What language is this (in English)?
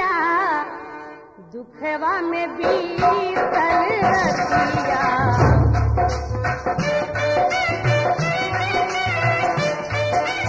Bhojpuri